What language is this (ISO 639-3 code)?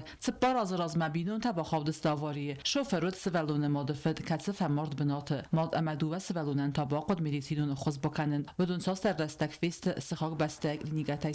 oss